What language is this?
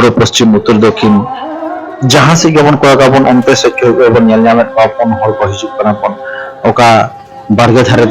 Santali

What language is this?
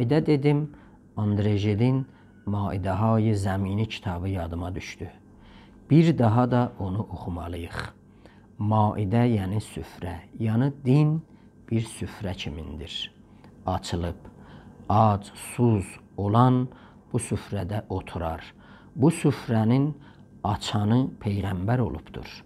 South Azerbaijani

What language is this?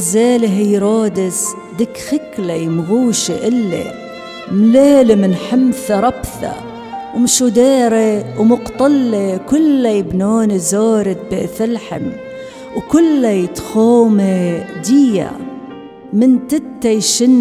Assyrian Neo-Aramaic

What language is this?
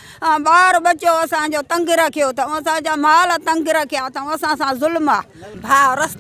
Sindhi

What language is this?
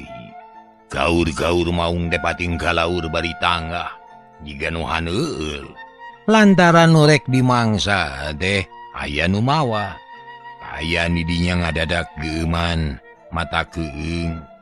Sundanese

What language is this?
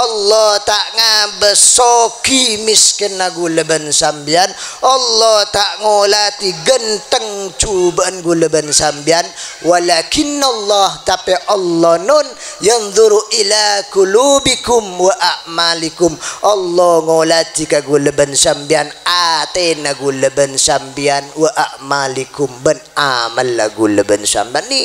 Madurese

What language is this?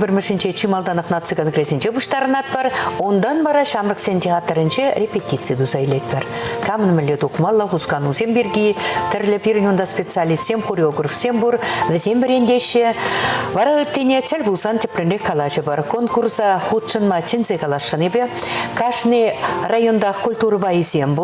Chuvash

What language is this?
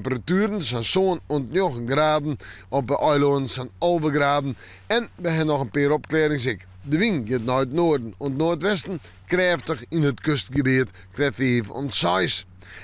Western Frisian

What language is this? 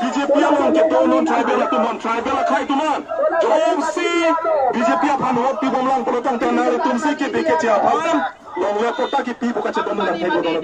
Karbi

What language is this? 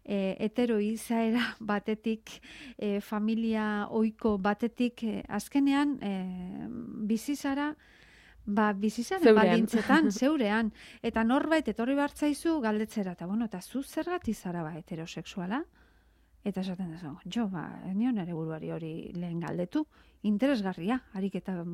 Basque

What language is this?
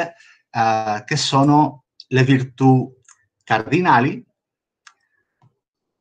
Italian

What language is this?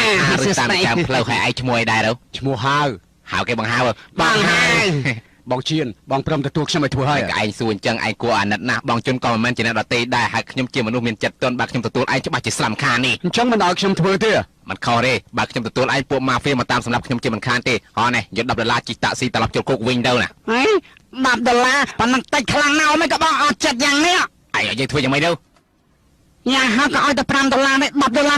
Khmer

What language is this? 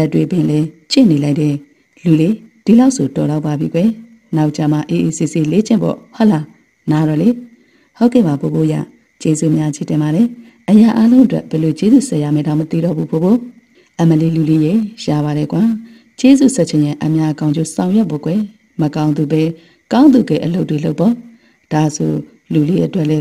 Burmese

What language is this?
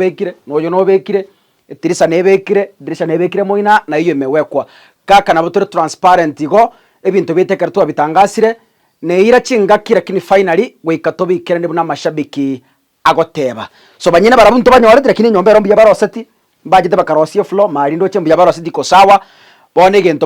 Gusii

